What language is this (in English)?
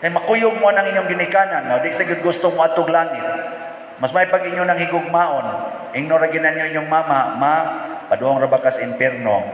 Cebuano